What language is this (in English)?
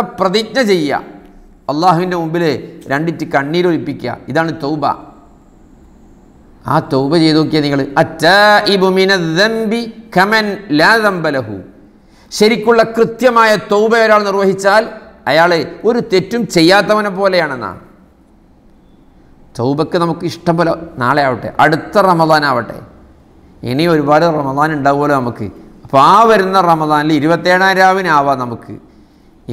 Malayalam